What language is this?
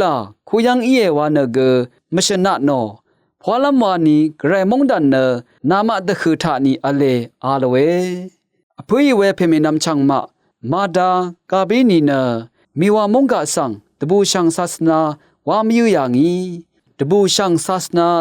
Rawang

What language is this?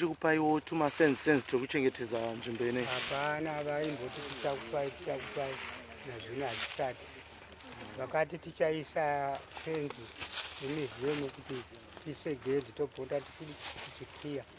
Shona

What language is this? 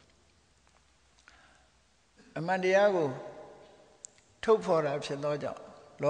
Burmese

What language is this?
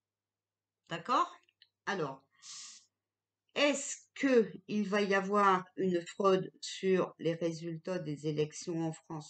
French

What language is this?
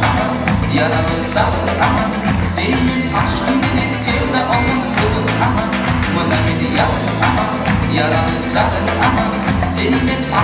Crimean Tatar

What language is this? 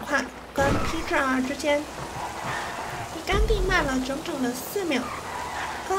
Chinese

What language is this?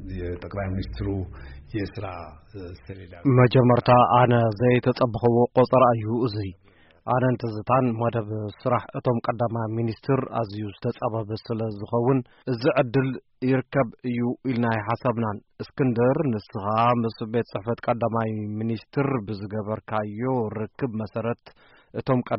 Tigrinya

